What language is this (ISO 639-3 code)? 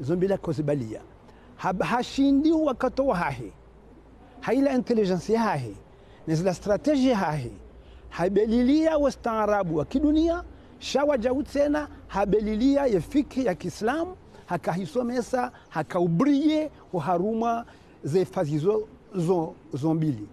zdj